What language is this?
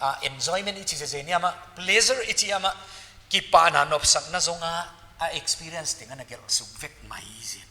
Paite Chin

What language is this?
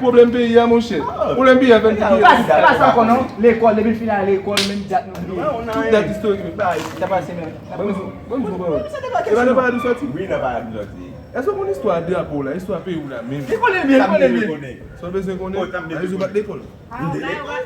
Haitian Creole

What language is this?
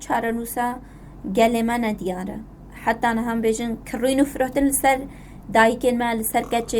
Kurdish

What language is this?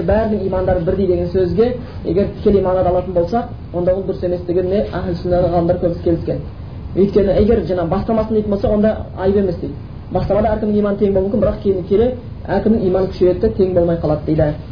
Kazakh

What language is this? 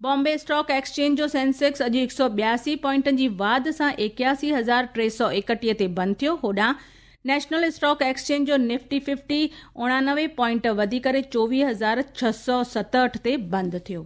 Sindhi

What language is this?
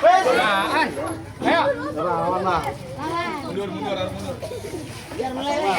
Betawi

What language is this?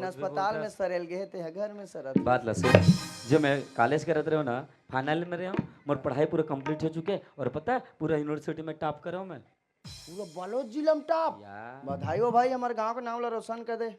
Chhattisgarhi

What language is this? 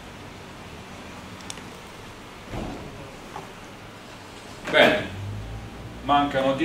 Italian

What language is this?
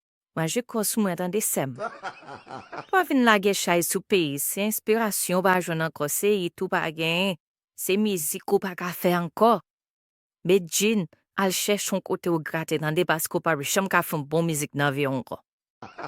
Haitian Creole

